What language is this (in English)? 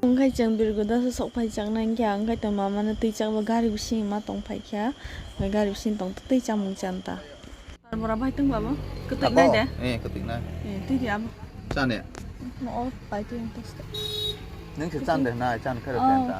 Kok Borok